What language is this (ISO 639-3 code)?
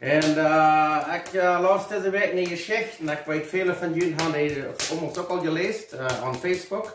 pdt